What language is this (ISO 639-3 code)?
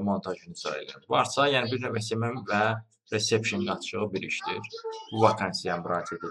aze